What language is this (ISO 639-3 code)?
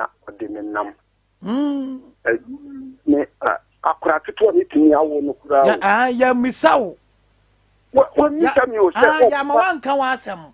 aka